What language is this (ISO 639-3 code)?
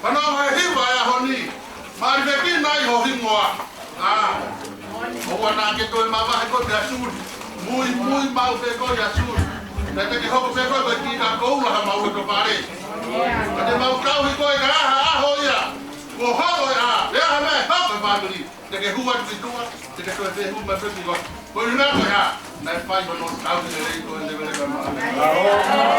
ton